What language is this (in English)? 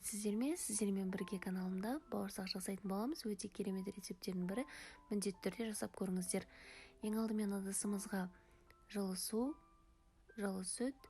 Kazakh